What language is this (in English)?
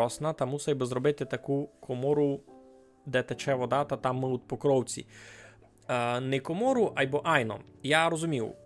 Rusyn